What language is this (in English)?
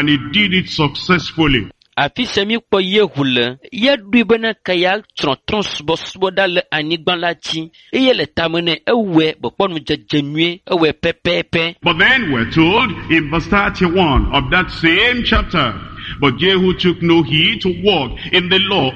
Ewe